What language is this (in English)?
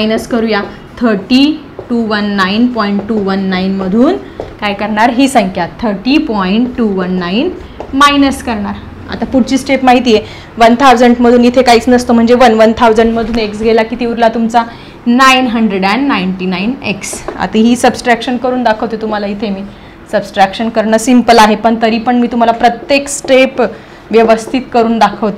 Marathi